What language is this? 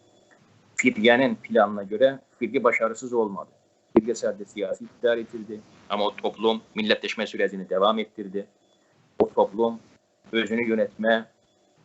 South Azerbaijani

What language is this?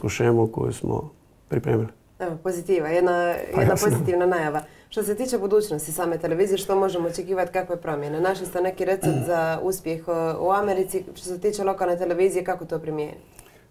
Croatian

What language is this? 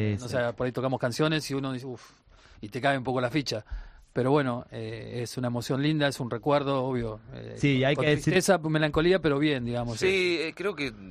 Spanish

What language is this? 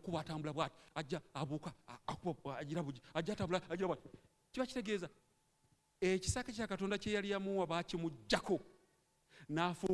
Ganda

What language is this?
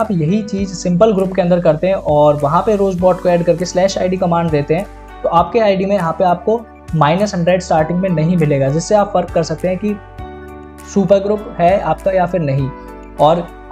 Hindi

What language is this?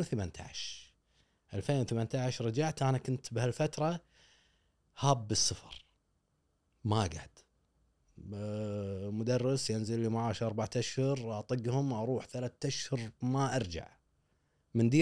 Gulf Arabic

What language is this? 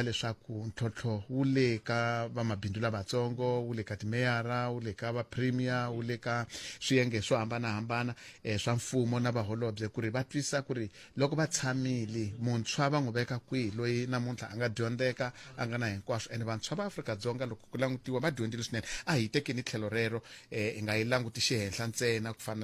Tsonga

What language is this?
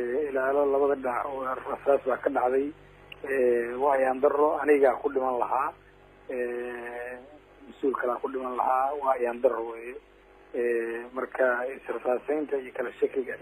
Somali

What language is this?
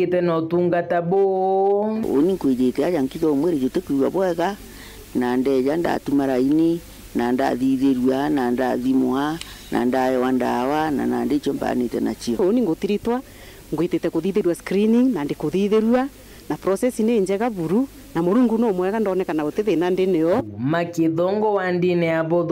Meru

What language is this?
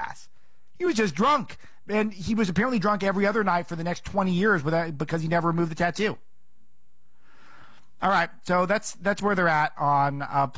English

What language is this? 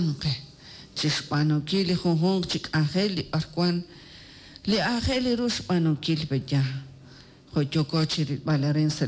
Kekchí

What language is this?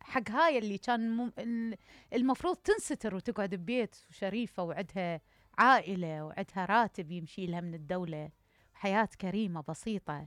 Mesopotamian Arabic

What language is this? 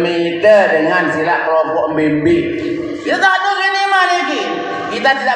Sasak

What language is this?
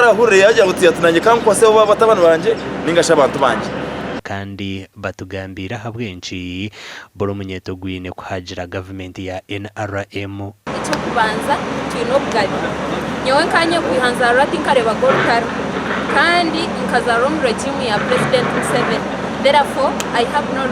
Nyankole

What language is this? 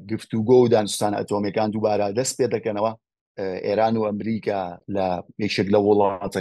Central Kurdish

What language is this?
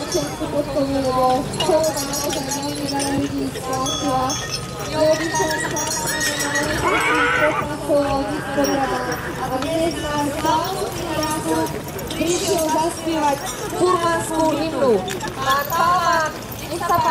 Slovak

